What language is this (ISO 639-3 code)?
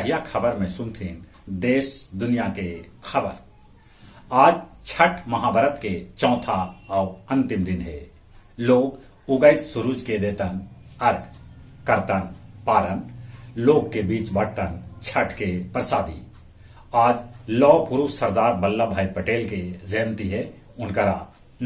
mag